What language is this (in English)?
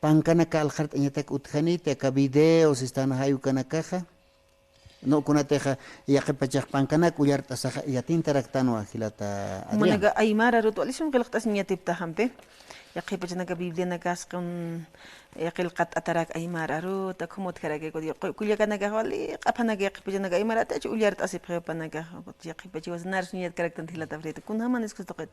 Aymara